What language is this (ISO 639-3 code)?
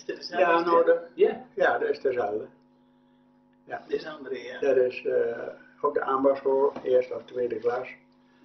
nld